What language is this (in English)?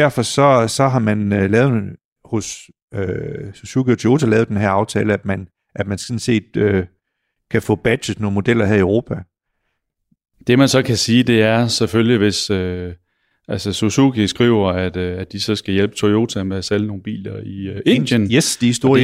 Danish